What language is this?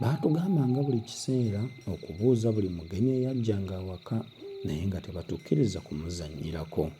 Ganda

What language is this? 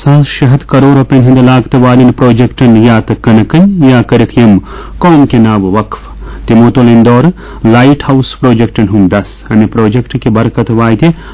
Kashmiri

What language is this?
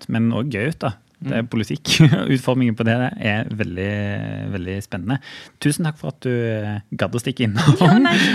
Norwegian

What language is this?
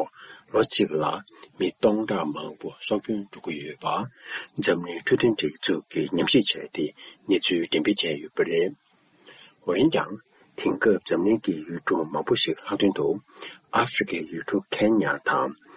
Tibetan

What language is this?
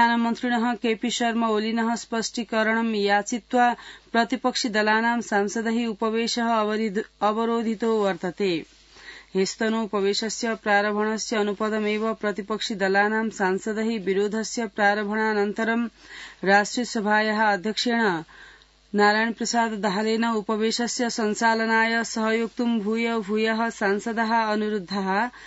Sanskrit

